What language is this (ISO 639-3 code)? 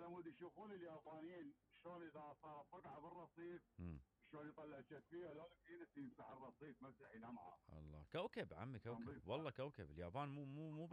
acm